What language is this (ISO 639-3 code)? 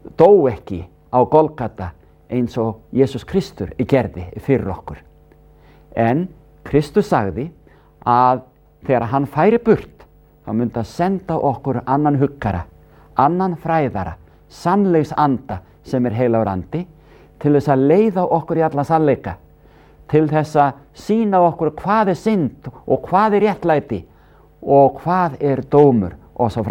isl